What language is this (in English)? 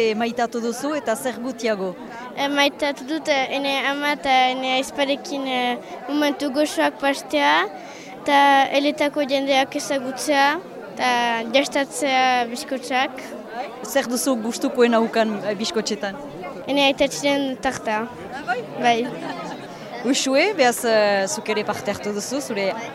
Basque